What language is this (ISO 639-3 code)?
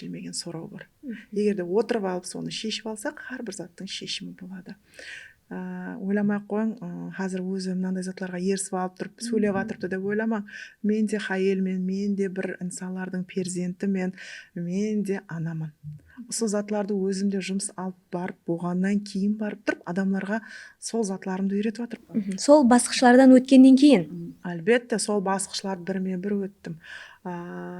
kaa